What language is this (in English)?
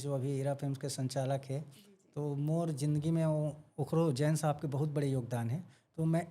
Chhattisgarhi